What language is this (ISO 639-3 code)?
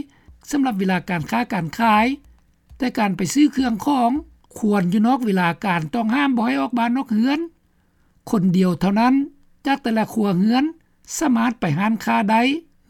lao